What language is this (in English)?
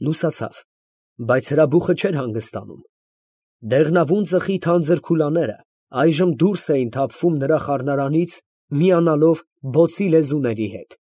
Armenian